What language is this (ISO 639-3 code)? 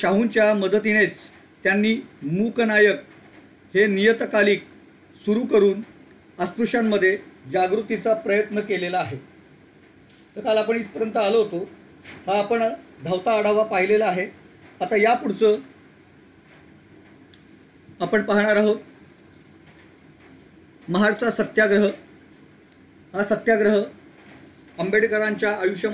mar